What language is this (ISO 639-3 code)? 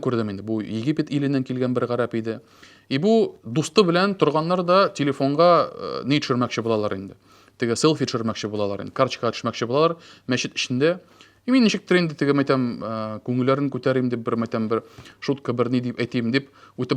tat